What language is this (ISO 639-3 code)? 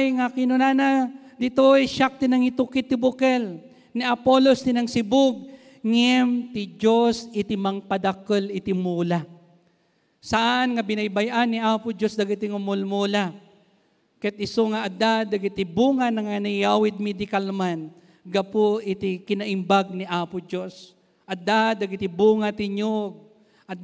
ilo